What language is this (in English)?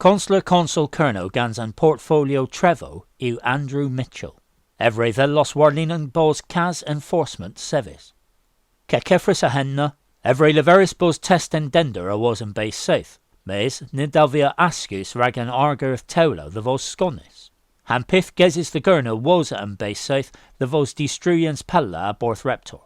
Cornish